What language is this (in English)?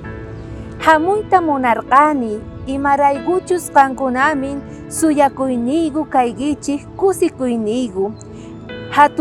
South Bolivian Quechua